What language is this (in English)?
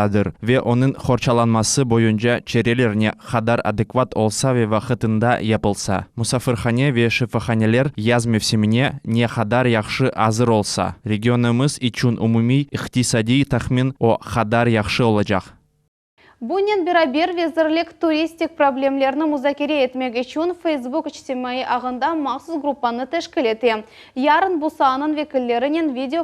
Crimean Tatar